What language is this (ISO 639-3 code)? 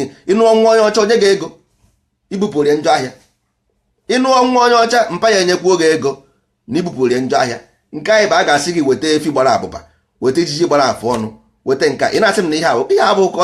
ibo